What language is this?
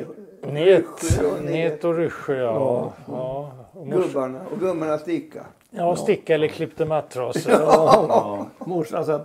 Swedish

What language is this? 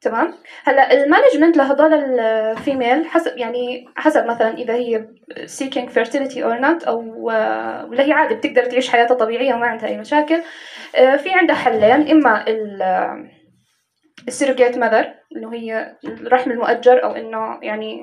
North Levantine Arabic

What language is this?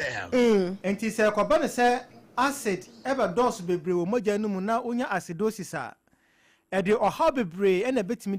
Akan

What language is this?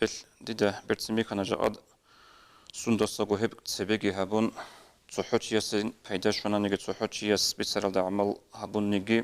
Avaric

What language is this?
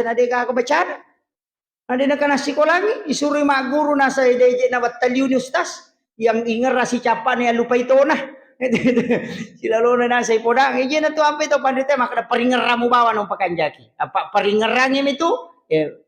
Buginese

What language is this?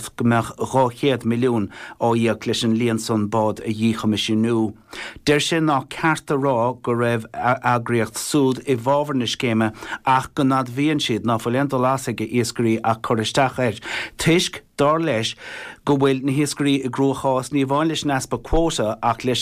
Irish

